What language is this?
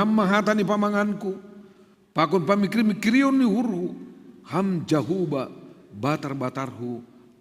Batak Simalungun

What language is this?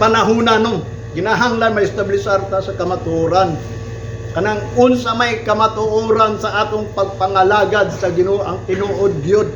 Cebuano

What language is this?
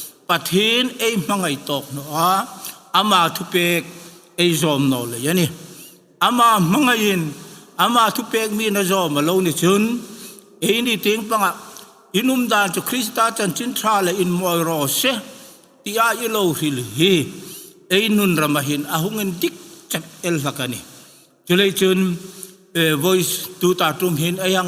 Hmar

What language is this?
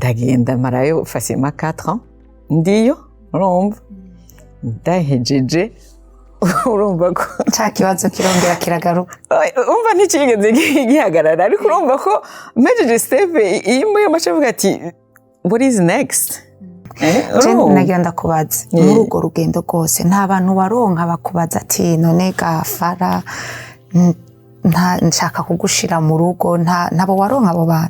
Rundi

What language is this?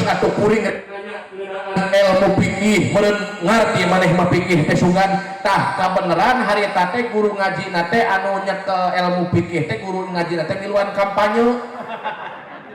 Sundanese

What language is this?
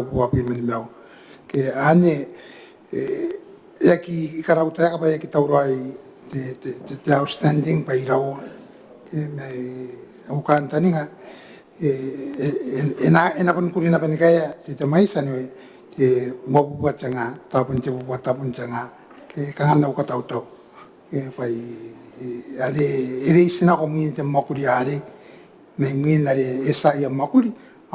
Gilbertese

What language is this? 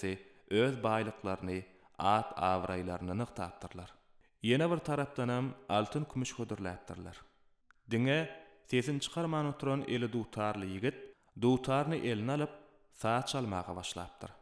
Turkmen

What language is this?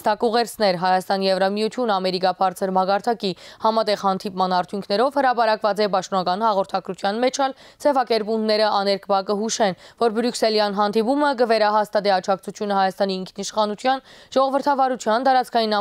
Armenian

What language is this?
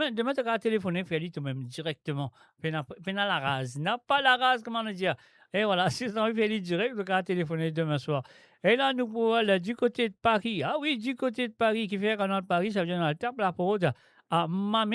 Morisyen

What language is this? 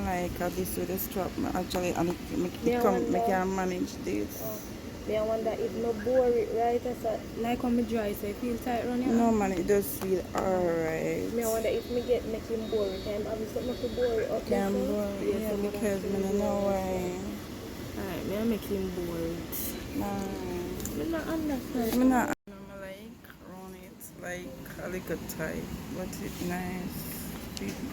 Jamaican Creole English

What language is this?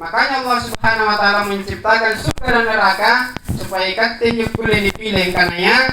Makasar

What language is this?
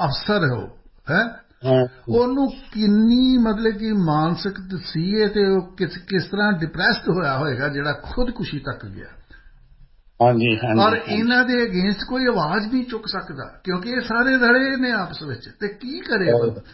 Punjabi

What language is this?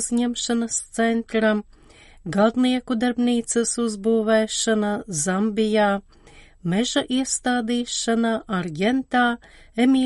Latvian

